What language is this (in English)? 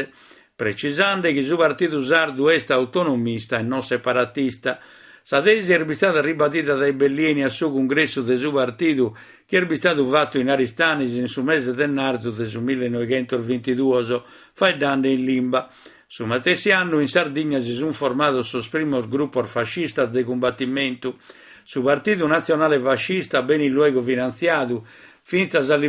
Sardinian